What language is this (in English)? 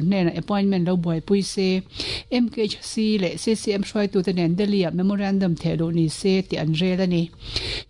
Mizo